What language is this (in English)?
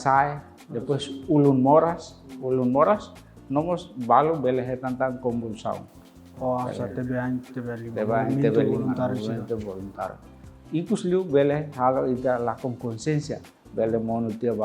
Tetum